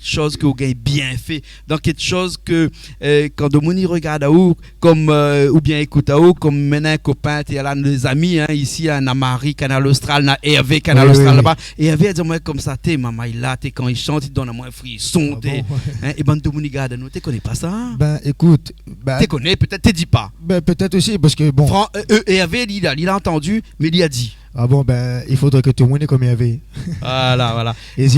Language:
Réunion Creole French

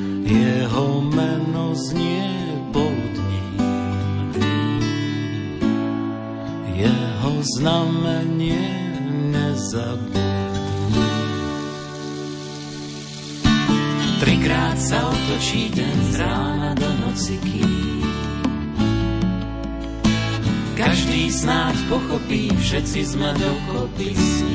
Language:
Slovak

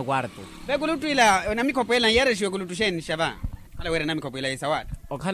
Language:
Makhuwa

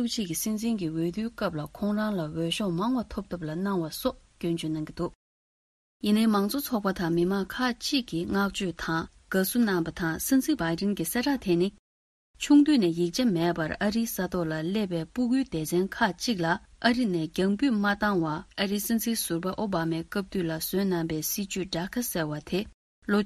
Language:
Tibetan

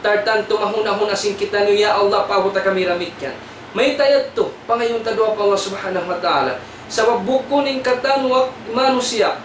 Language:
Tausug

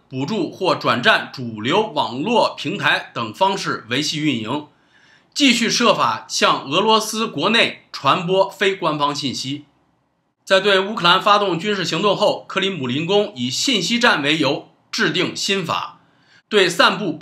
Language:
Chinese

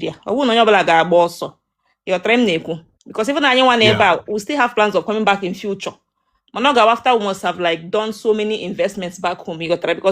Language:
Igbo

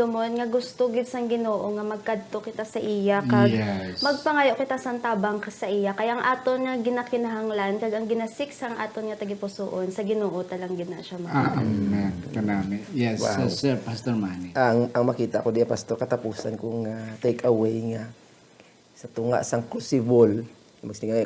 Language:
Hiligaynon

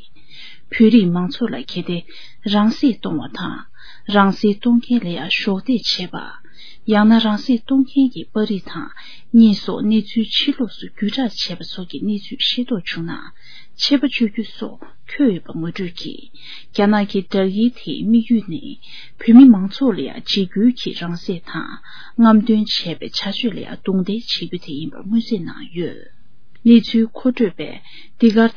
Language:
Tibetan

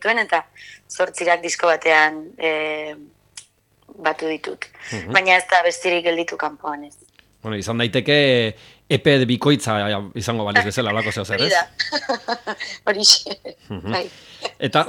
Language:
Basque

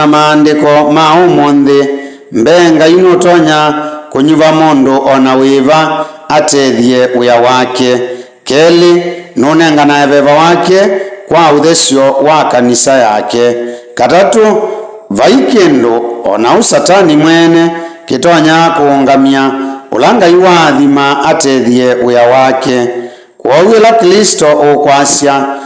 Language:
Kamba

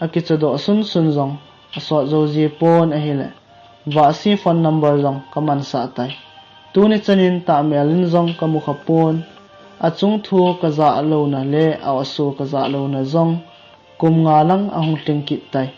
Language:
Thado Chin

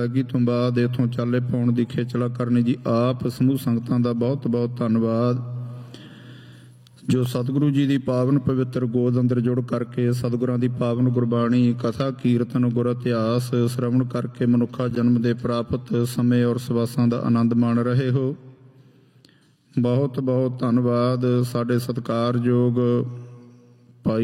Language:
Punjabi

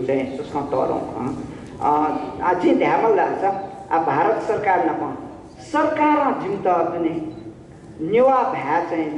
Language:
Newari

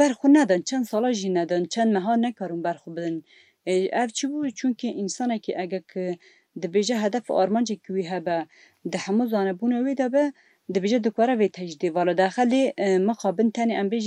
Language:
Kurdish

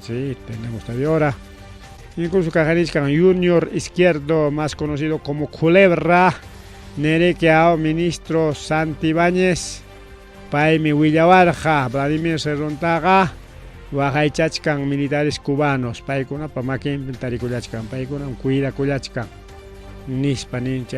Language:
Ayacucho Quechua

